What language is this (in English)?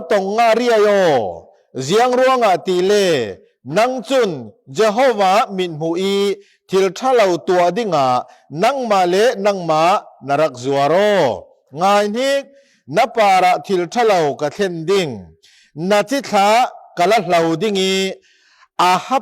Falam Chin